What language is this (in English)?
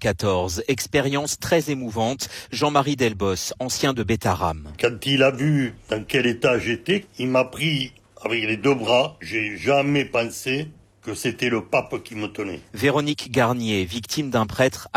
French